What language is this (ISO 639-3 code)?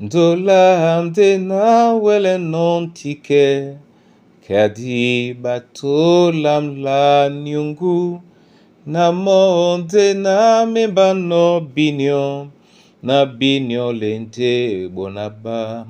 dua